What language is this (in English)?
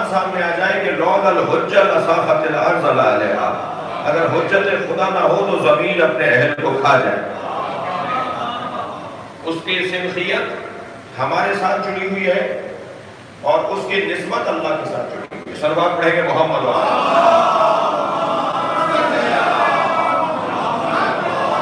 Urdu